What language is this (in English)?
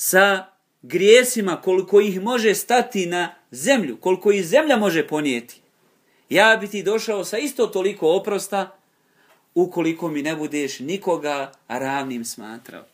Bosnian